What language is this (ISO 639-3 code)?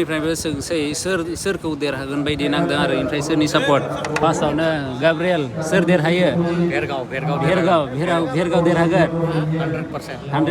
brx